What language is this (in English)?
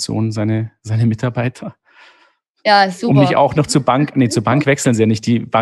German